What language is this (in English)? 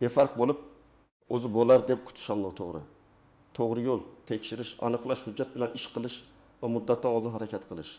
Uzbek